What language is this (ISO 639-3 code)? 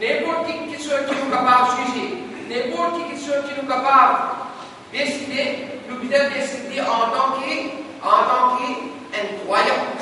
mfe